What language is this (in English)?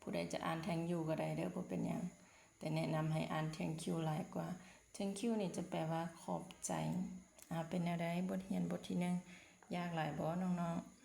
Lao